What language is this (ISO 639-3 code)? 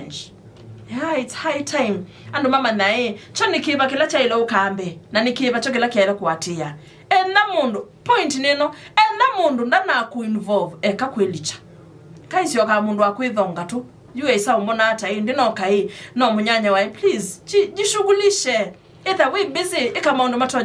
kam